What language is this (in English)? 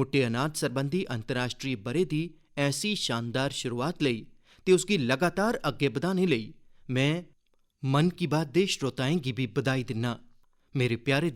Dogri